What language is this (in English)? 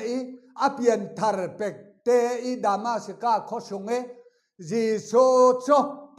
Falam Chin